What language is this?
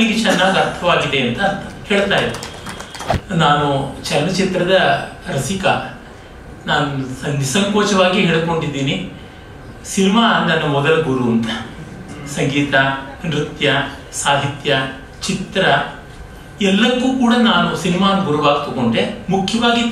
Kannada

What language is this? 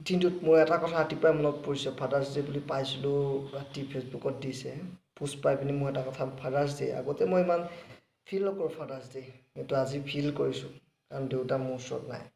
Assamese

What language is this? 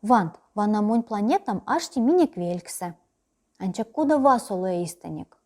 Erzya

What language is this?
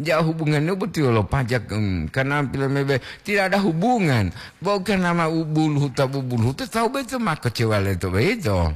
Gorontalo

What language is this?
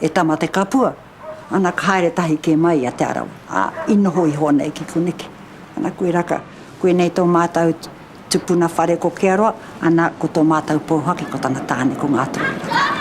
Māori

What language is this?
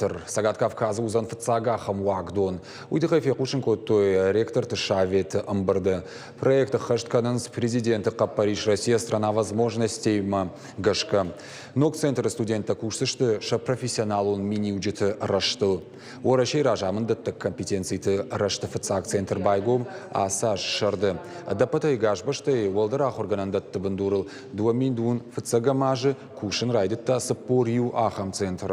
Ossetic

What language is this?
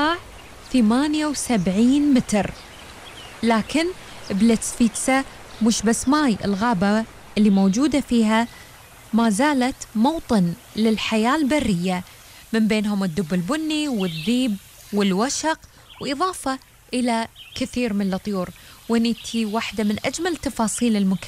Gulf Arabic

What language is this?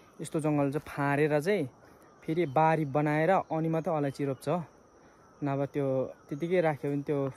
Nepali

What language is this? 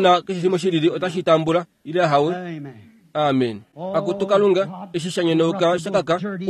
Kuanyama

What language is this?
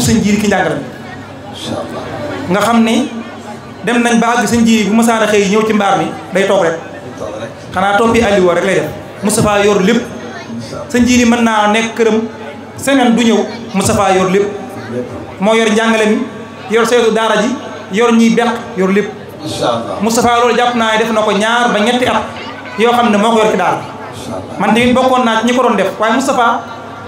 Wolof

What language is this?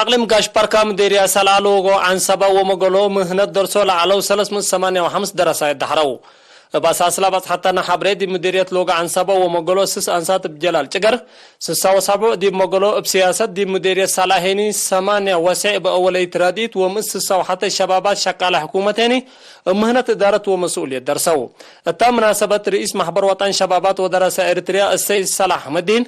Tigre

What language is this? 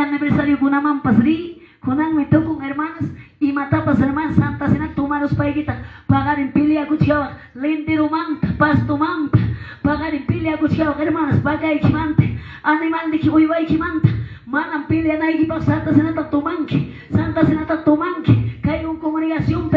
Quechua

